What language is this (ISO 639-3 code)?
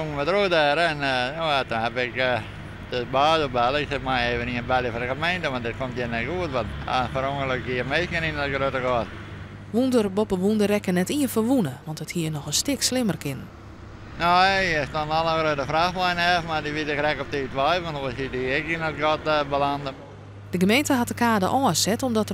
fry